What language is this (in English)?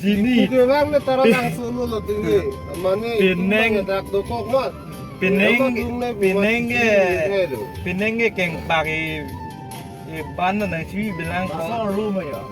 Karbi